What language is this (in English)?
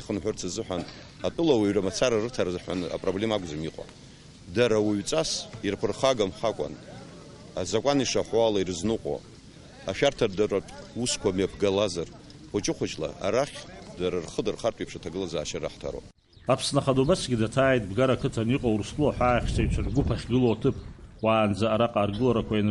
Abkhazian